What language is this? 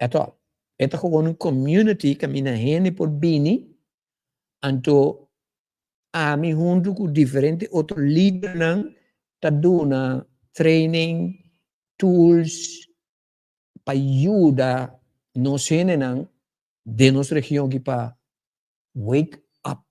Papiamento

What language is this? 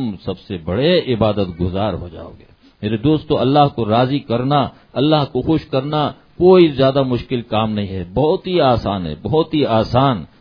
Urdu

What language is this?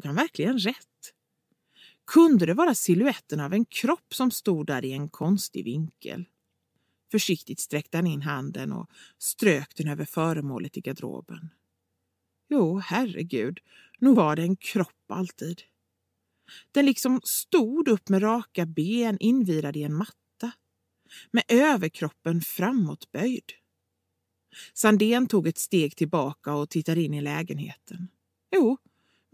Swedish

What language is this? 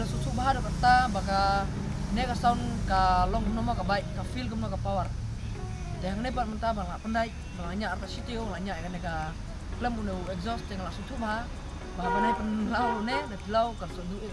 Khasi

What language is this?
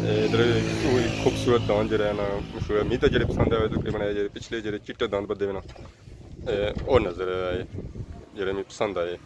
Pahari-Potwari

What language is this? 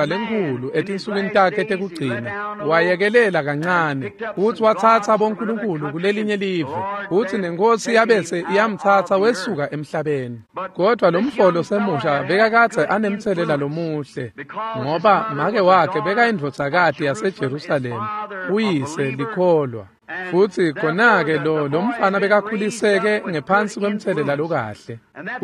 Swati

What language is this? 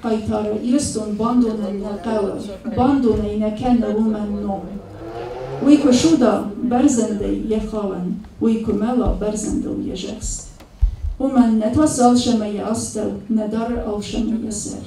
Ossetic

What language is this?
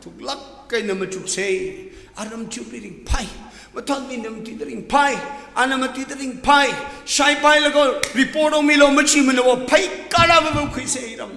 Tangkhul Naga (India)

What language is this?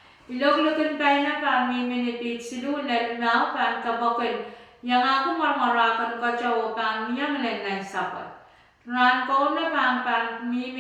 Pohnpeian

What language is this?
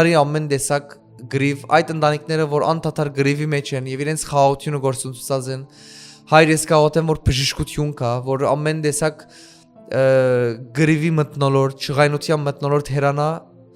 Western Armenian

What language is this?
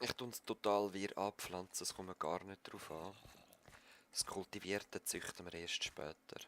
Swiss German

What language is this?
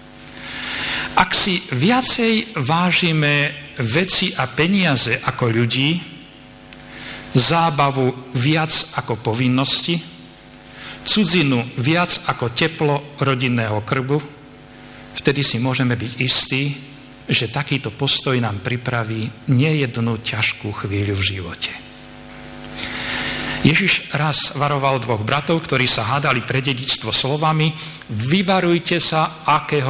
Slovak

